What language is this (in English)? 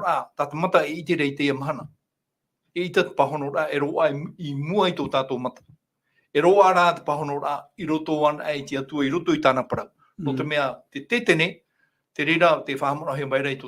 Tahitian